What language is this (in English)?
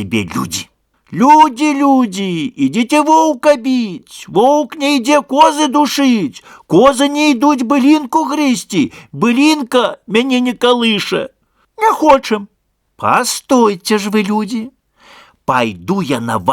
Belarusian